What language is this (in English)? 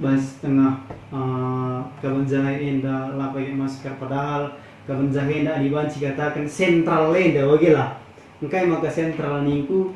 Batak Karo